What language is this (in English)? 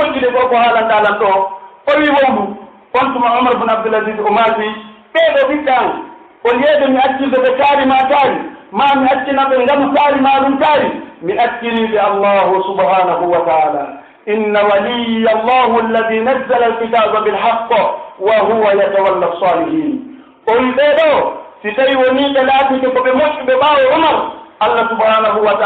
Pular